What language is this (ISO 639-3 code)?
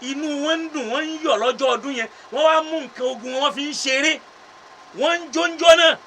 yor